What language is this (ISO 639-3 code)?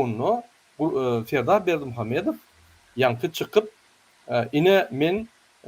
tuk